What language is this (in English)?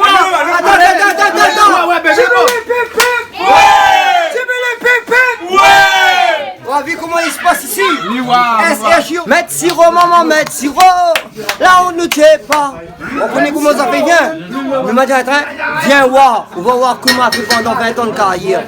Réunion Creole French